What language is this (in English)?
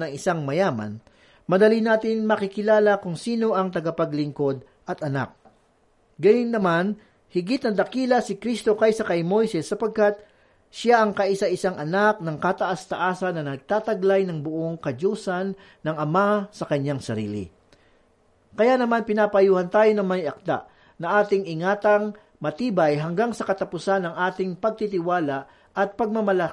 Filipino